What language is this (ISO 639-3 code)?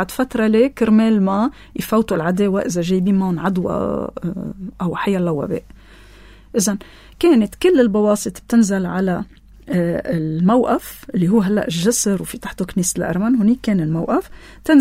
apc